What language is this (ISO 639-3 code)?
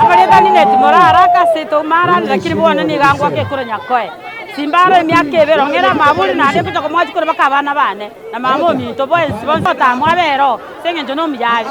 guz